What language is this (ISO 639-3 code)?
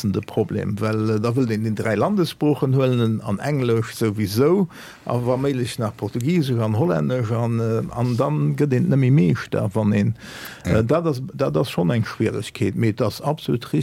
ltz